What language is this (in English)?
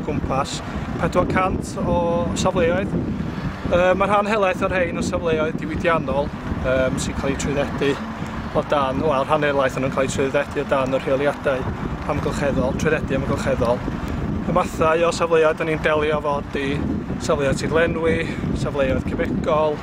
Welsh